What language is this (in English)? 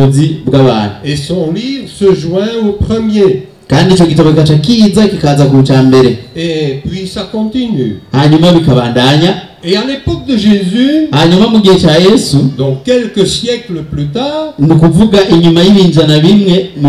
Rundi